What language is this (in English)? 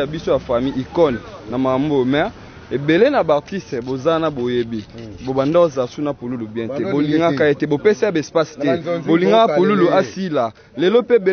Lingala